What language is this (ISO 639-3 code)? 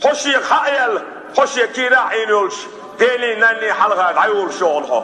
che